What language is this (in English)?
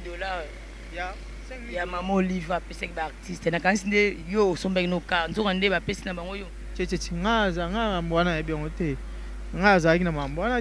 Lingala